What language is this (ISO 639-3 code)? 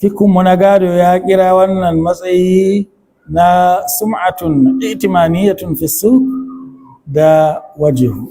hau